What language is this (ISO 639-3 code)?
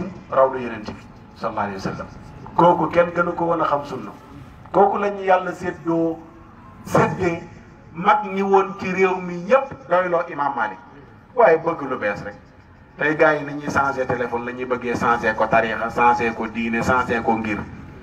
wol